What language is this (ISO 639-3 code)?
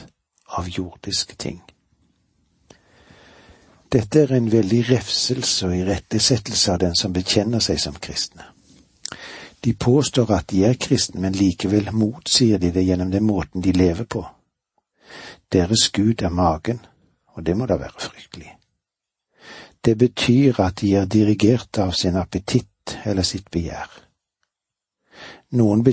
nor